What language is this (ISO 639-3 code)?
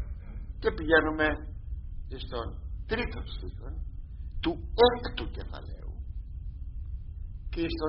ell